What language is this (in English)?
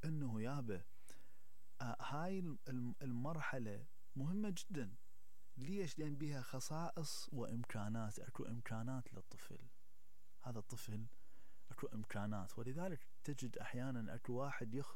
Mesopotamian Arabic